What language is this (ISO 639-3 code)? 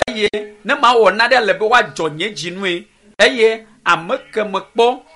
ewe